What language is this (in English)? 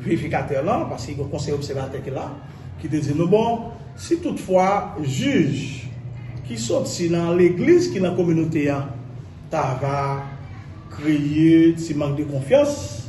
Haitian Creole